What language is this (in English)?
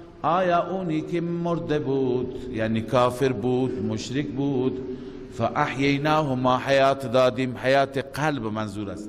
Persian